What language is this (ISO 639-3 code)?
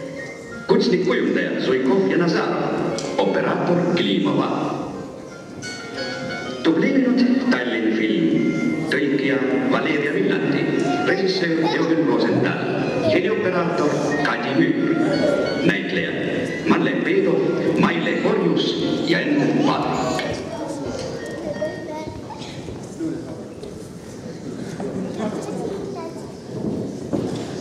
est